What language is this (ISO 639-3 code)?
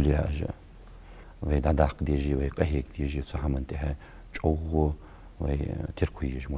inh